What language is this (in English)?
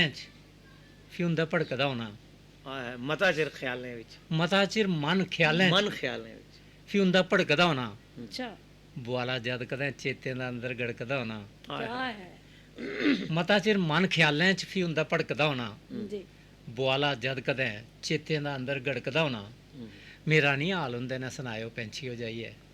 Dogri